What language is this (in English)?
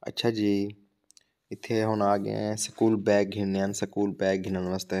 Saraiki